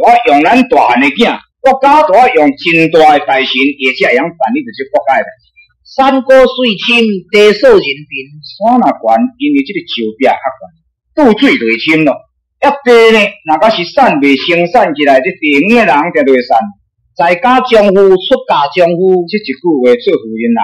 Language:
Min Nan Chinese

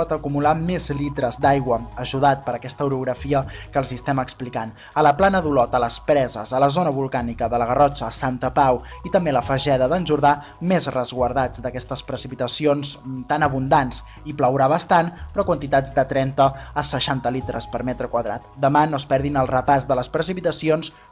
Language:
Catalan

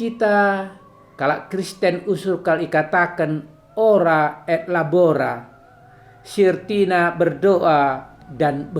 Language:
Batak Karo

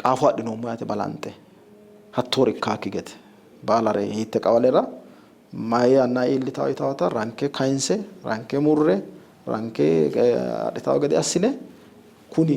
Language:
Sidamo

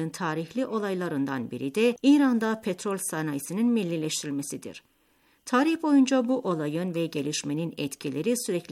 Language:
Turkish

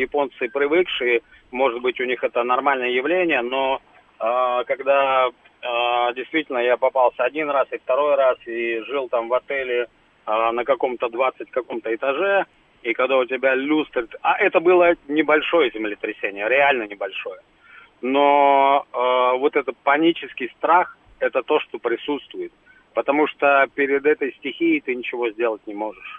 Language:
Russian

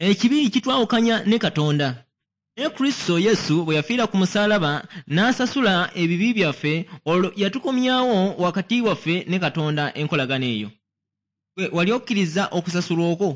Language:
Ganda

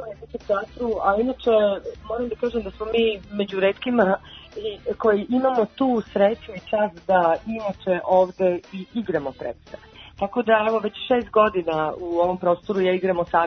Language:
Serbian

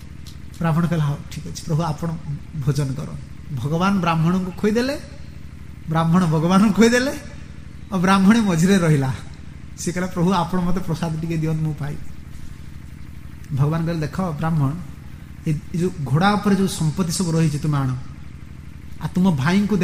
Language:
Odia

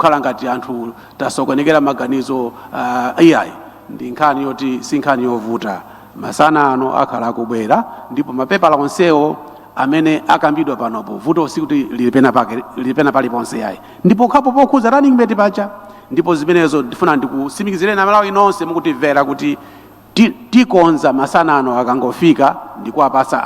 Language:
Nyanja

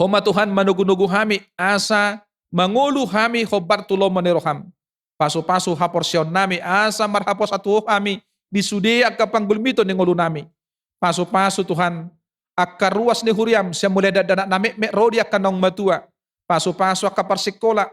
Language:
Batak Toba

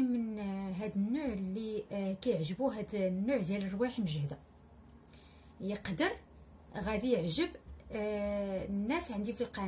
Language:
Moroccan Arabic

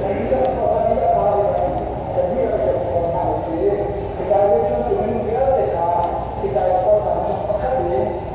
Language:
Hakha Chin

